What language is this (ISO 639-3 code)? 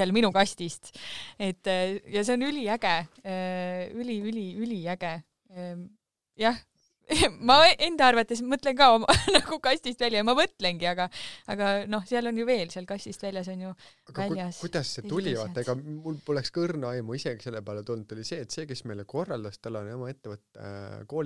est